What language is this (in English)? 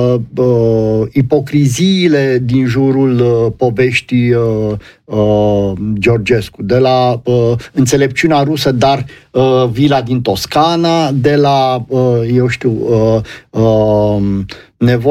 Romanian